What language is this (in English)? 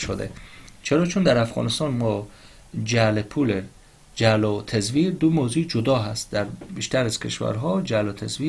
Persian